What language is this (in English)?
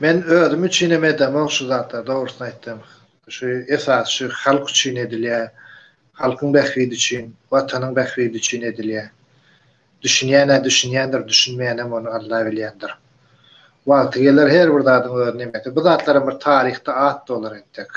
Turkmen